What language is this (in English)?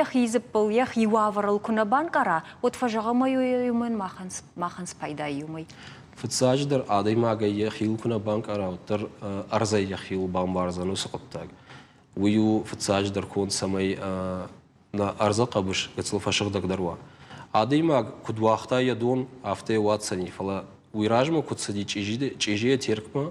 Ossetic